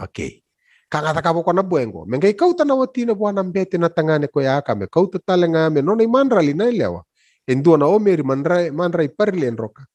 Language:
Fijian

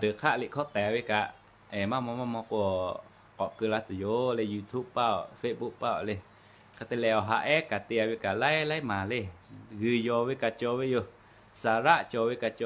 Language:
Lahu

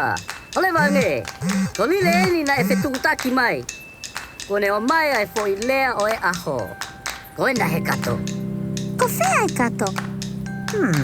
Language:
Tongan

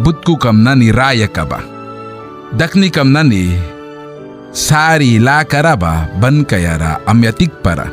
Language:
Mískito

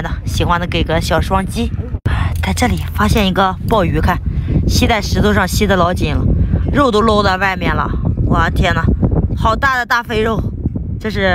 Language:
Chinese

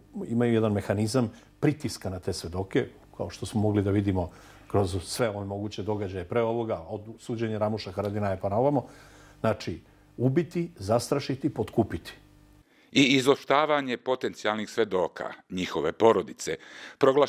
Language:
Serbian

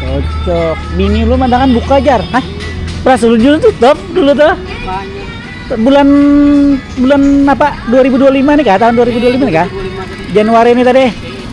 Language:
Banjar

